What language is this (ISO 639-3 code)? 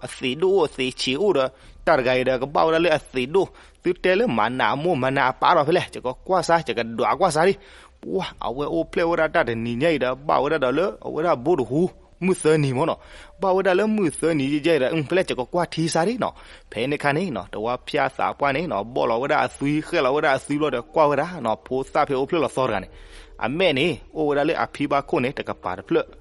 ksw